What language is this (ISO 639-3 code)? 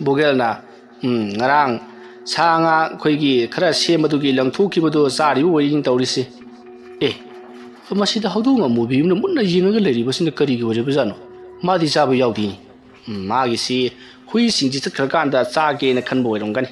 mni